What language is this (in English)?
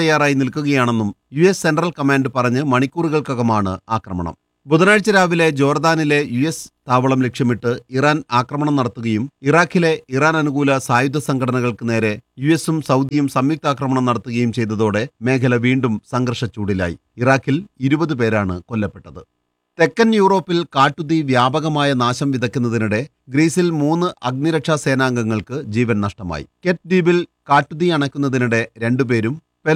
Malayalam